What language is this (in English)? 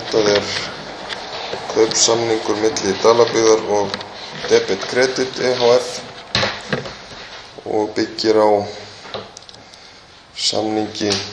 Icelandic